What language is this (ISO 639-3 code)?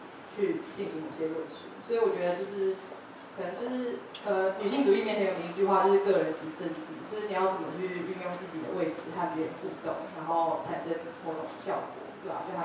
zho